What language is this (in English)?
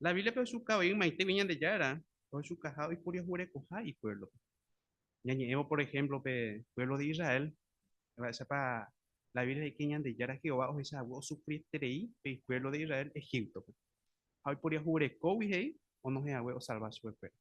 Guarani